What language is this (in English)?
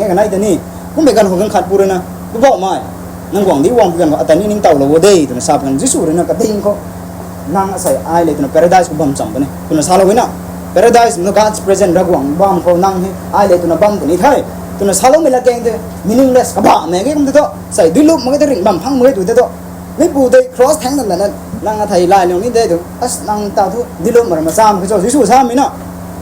Rongmei Naga